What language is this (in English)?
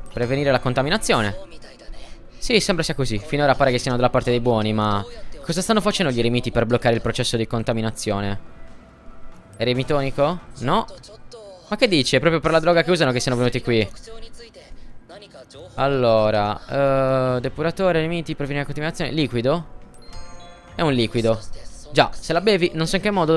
Italian